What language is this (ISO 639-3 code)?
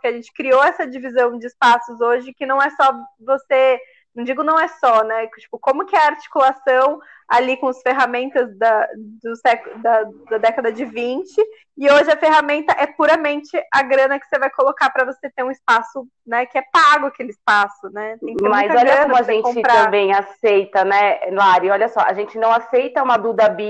por